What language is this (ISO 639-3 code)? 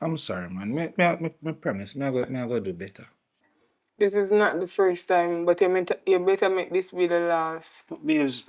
jam